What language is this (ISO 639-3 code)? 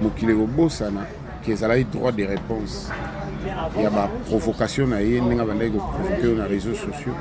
lin